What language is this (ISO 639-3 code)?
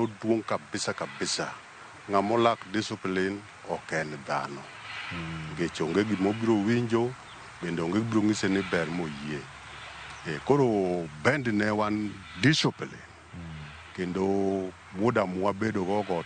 luo